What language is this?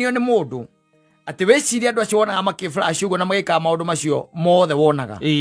Kikuyu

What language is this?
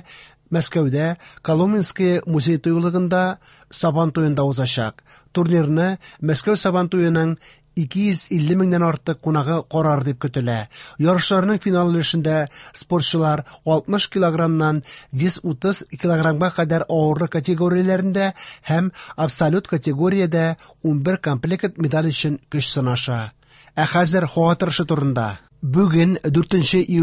Tatar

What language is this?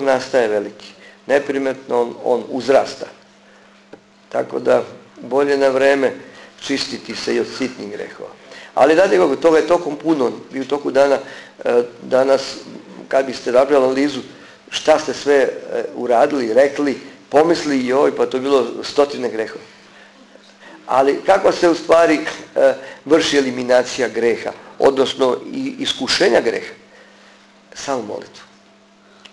Serbian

